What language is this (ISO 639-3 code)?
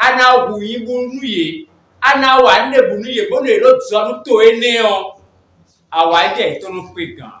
fon